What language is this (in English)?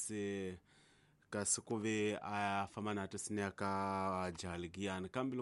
Tsonga